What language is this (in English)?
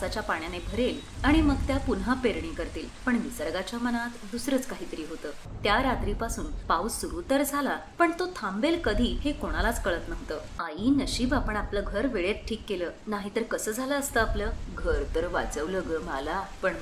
Marathi